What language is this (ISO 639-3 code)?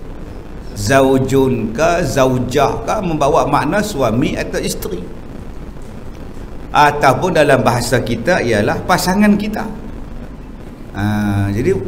msa